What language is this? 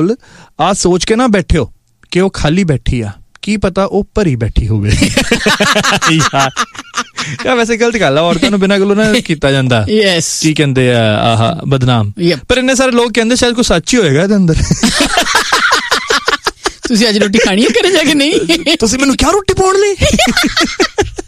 Punjabi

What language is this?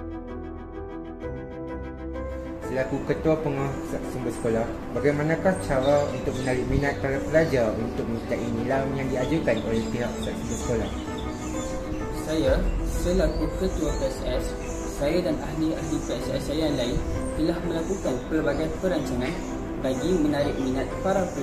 Malay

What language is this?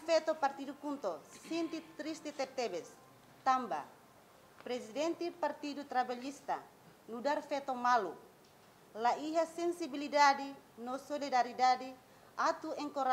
Tetum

